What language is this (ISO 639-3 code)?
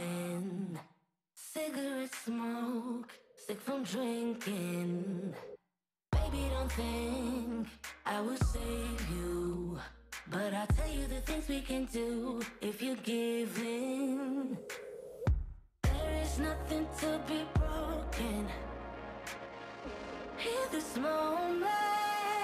srp